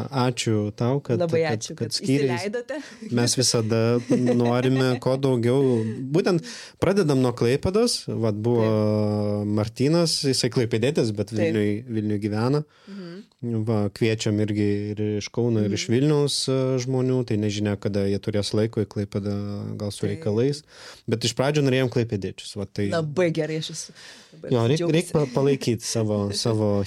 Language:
Lithuanian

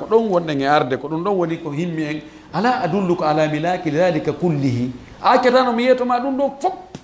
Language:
Fula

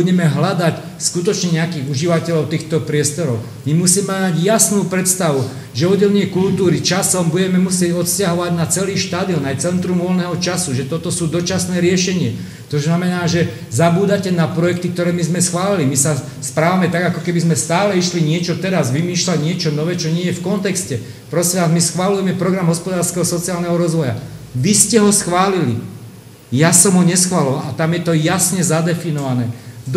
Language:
Slovak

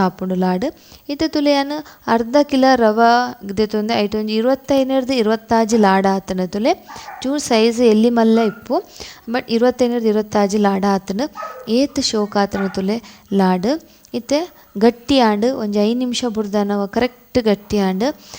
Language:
Tulu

